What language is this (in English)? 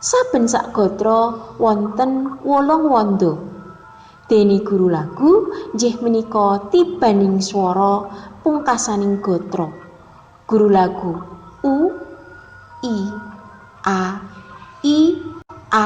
Javanese